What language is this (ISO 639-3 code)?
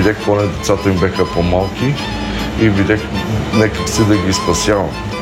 bul